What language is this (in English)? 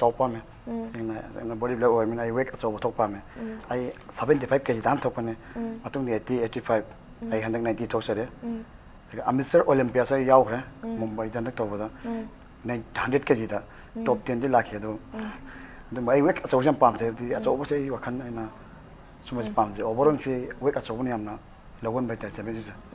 Manipuri